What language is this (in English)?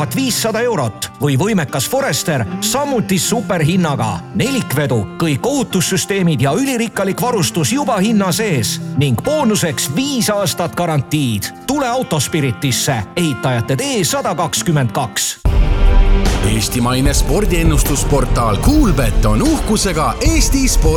Estonian